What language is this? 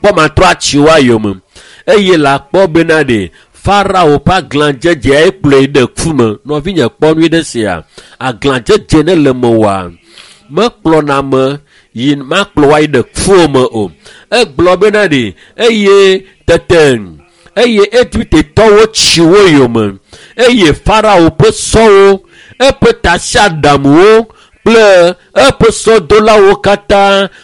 Ewe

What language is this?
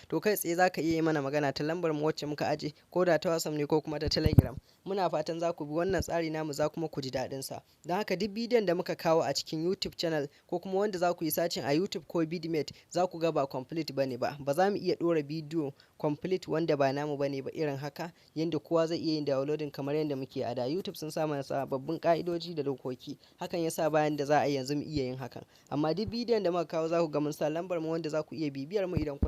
Hausa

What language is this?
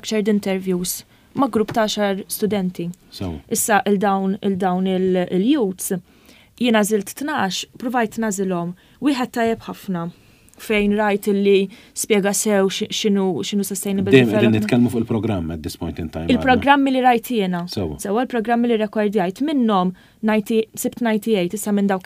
Maltese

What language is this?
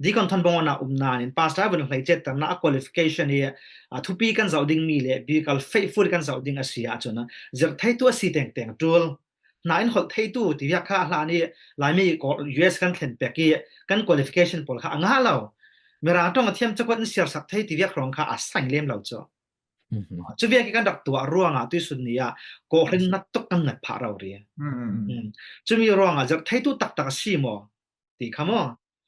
Falam Chin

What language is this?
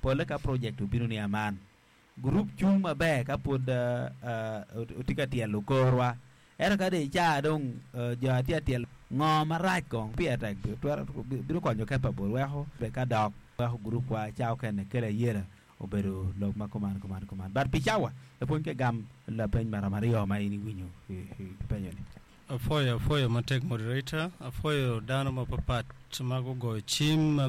Acoli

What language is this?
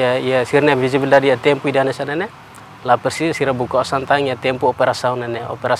Tetum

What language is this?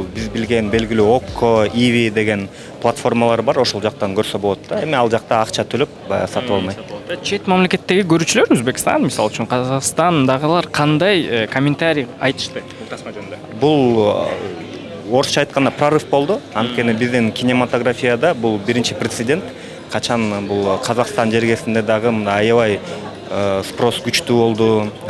Kyrgyz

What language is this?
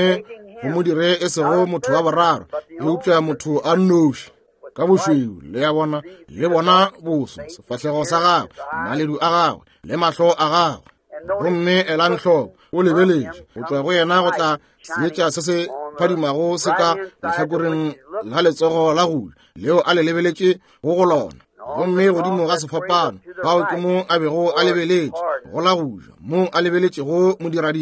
Northern Sotho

